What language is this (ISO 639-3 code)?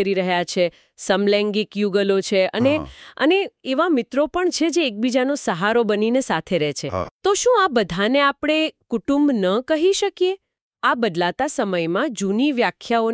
guj